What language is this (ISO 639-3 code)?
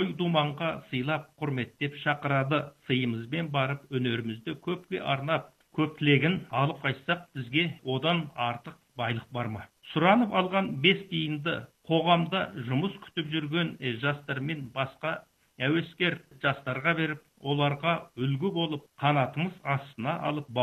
kaz